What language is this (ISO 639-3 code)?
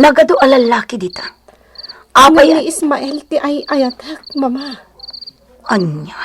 ilo